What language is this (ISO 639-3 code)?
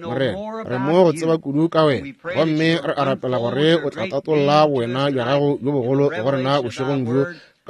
nso